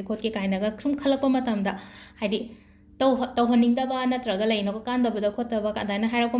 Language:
Manipuri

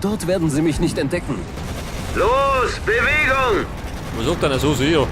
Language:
Bavarian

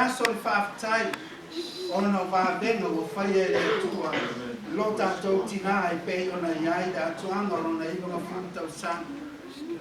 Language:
Samoan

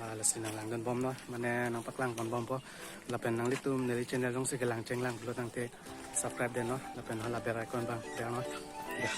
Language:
Karbi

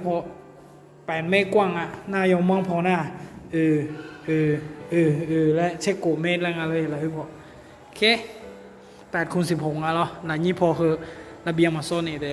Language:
Akha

